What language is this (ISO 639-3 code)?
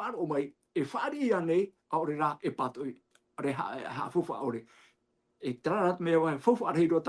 tah